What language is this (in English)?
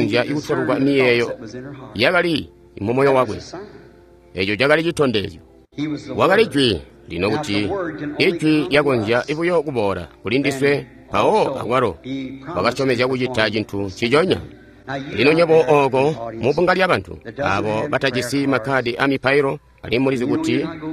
Tonga (Zambia)